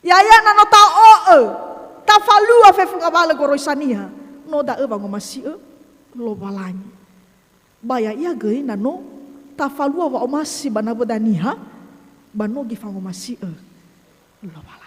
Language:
Nias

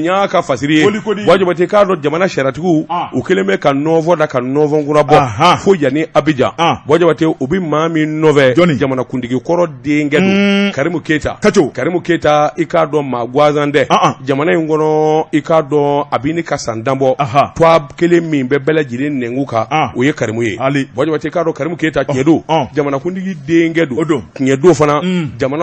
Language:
Bambara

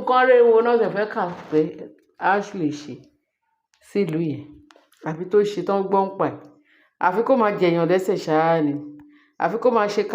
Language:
Yoruba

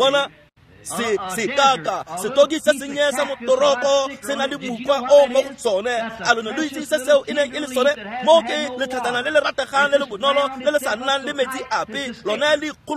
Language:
Tswana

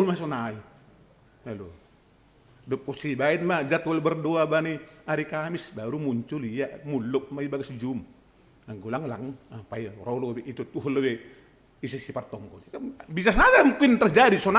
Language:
Batak Simalungun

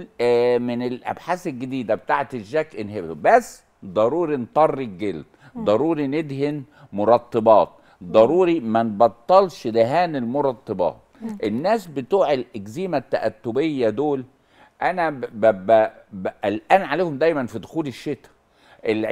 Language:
Egyptian Arabic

